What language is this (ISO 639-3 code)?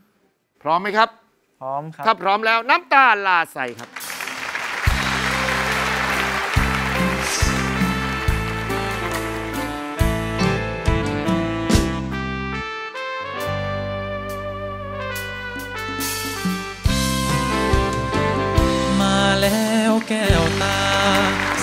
tha